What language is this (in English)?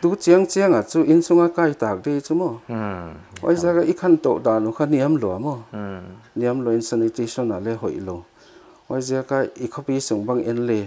Paite Chin